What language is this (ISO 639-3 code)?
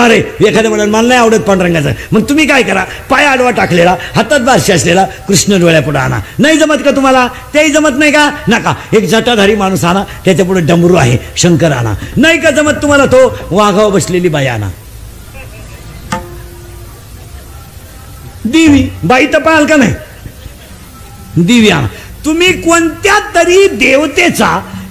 mar